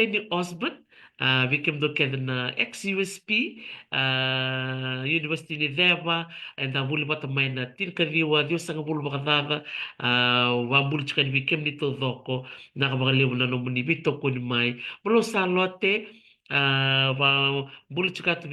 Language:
Fijian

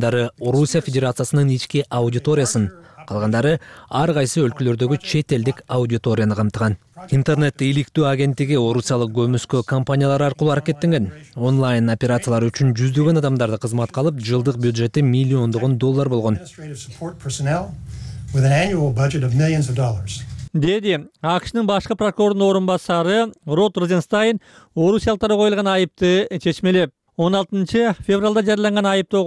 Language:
Kyrgyz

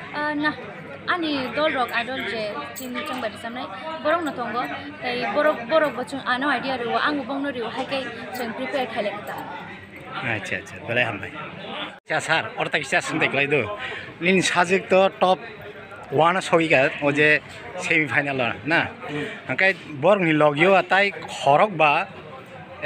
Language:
Kok Borok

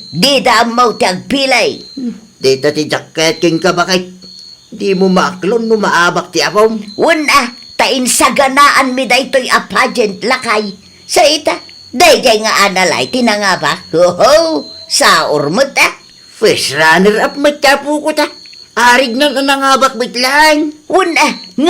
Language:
Iloko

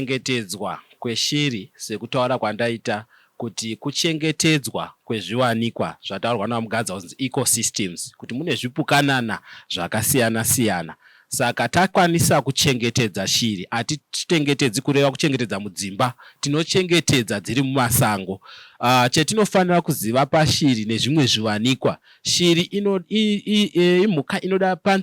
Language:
Shona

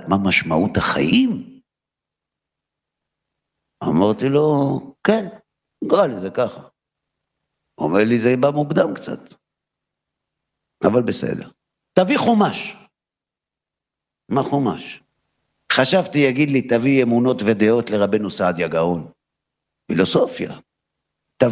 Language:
Hebrew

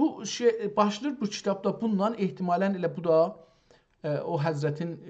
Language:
South Azerbaijani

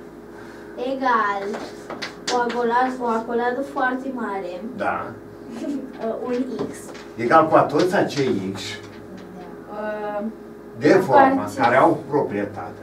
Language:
Romanian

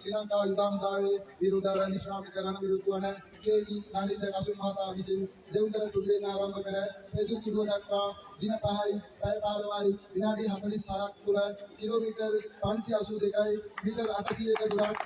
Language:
Sinhala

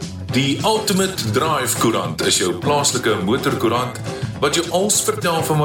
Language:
Afrikaans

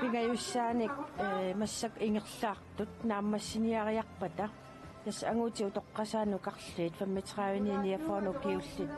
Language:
Kalaallisut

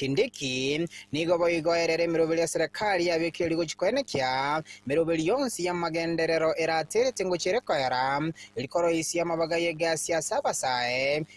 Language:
Gusii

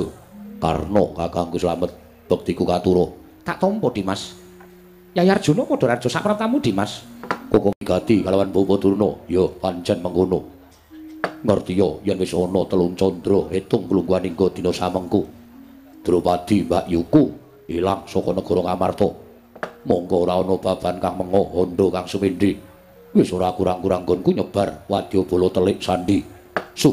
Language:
Javanese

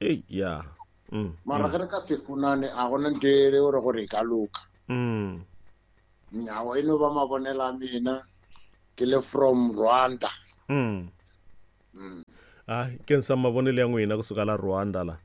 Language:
Tsonga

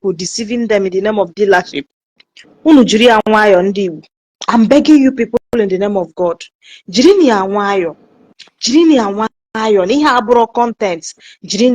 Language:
Igbo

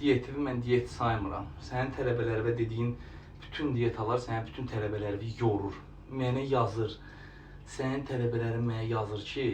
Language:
Azerbaijani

